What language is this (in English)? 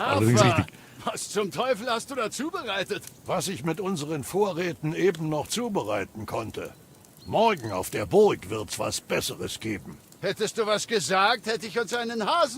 Bavarian